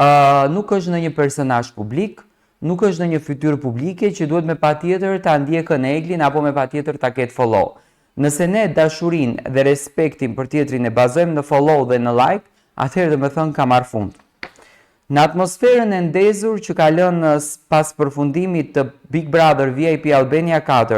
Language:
Albanian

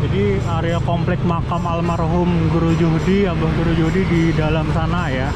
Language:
Banjar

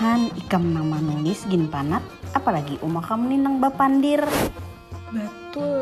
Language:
Banjar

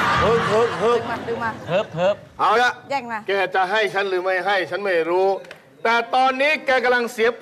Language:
Thai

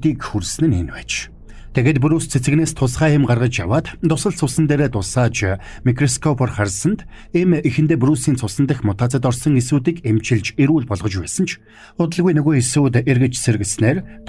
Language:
Mongolian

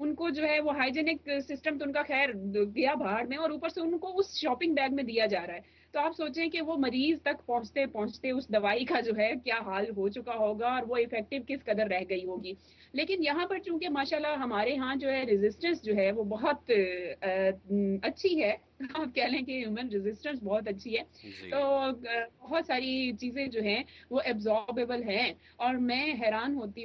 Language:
Urdu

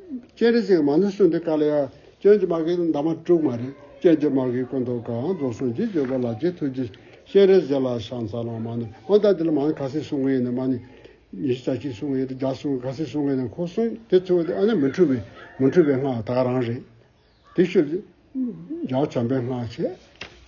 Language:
Tibetan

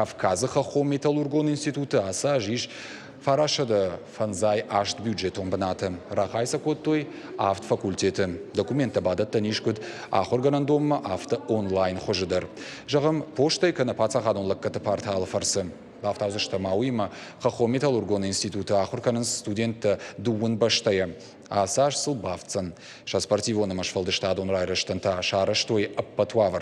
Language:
Ossetic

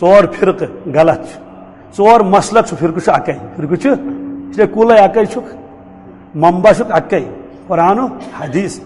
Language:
Kashmiri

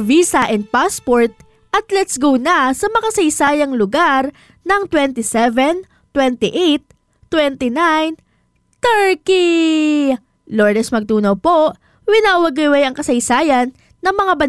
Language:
Filipino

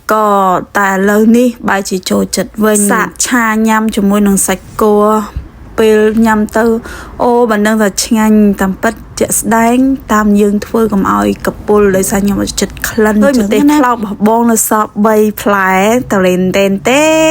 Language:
Khmer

